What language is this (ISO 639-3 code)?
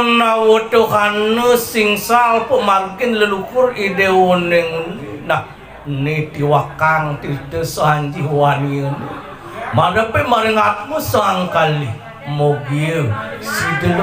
ban